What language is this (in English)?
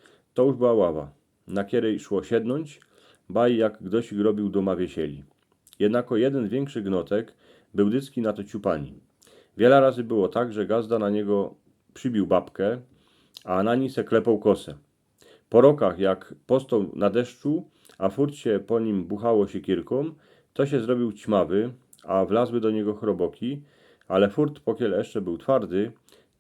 Silesian